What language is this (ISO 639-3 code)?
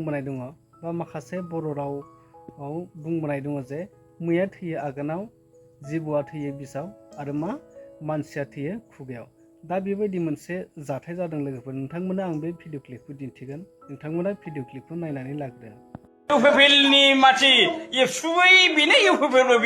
brx